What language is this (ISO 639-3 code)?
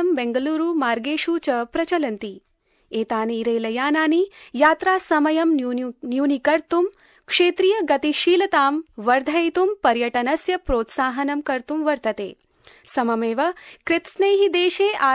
san